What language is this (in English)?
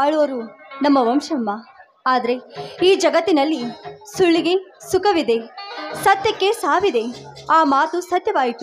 Kannada